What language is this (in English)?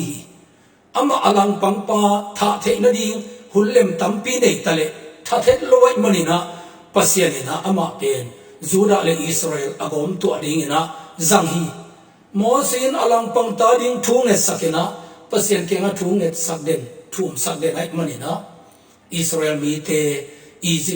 Tedim Chin